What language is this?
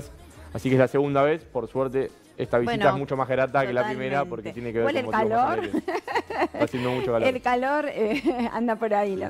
Spanish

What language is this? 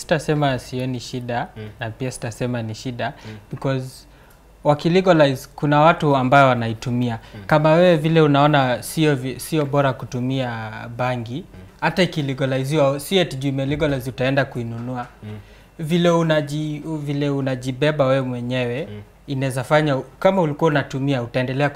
Swahili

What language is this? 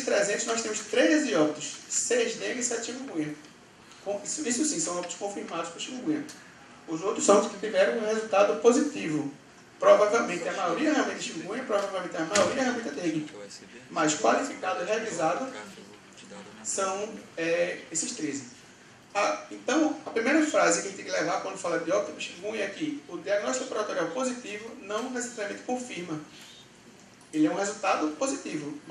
Portuguese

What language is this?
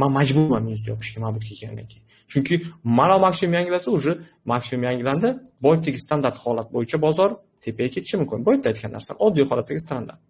Uzbek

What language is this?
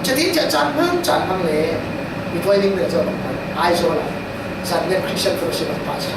Falam Chin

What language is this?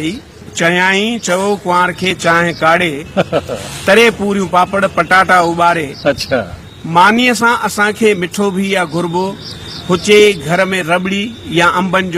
Sindhi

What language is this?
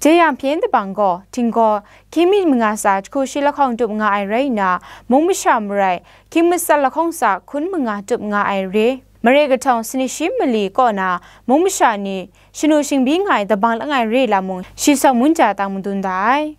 Kachin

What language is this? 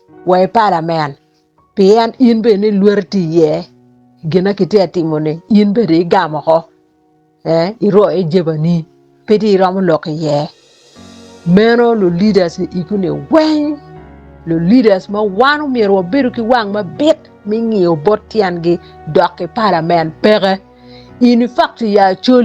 Acoli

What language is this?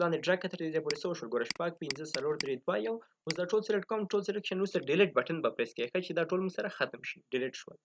Pashto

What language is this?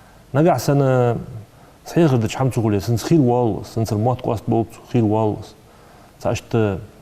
Ingush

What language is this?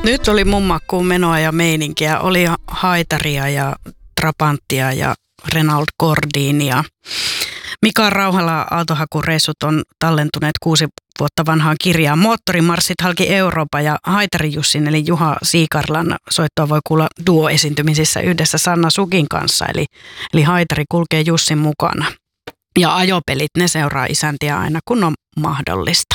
Finnish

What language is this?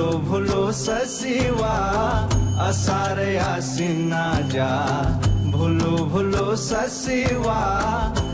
Newari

